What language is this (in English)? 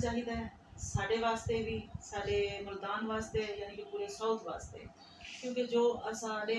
Saraiki